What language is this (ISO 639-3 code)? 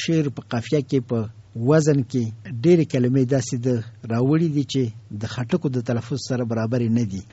pus